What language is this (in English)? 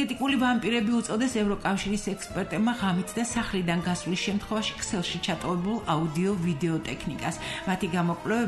Georgian